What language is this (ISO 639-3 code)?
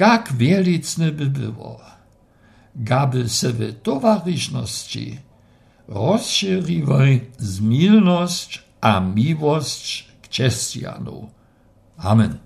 dsb